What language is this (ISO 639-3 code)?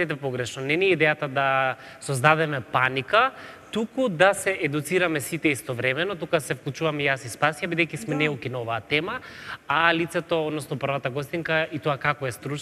mkd